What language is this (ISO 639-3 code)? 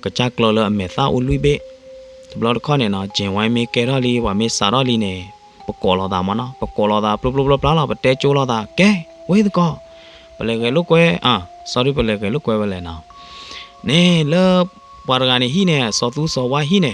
ksw